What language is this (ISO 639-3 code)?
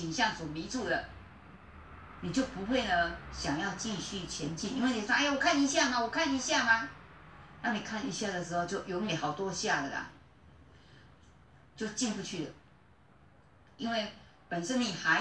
zho